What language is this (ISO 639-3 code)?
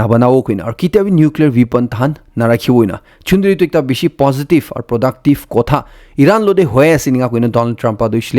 nag